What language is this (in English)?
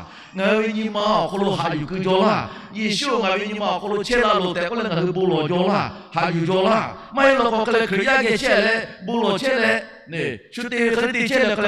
Lahu